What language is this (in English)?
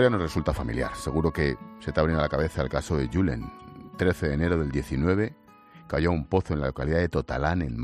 Spanish